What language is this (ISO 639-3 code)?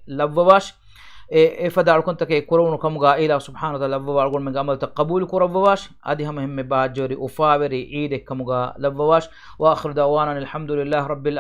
div